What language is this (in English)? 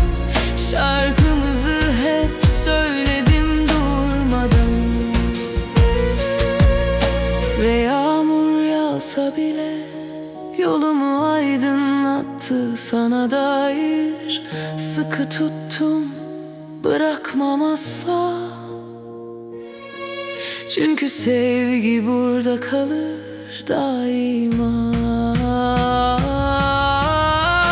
Turkish